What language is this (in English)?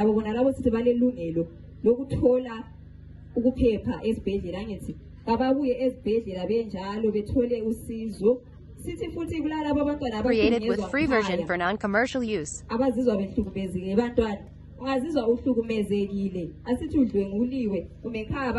North Ndebele